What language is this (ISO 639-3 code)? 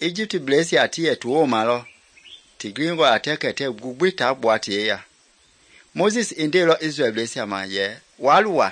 men